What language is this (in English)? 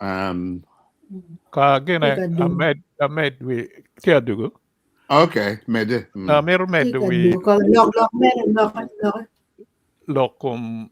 Acoli